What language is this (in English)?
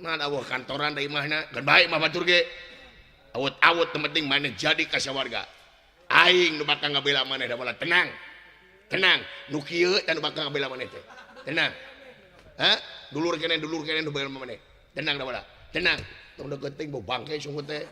Sundanese